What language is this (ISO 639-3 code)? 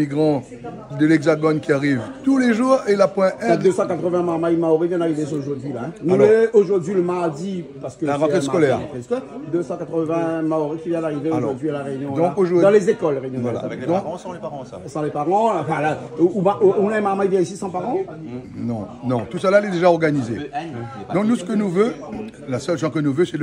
rcf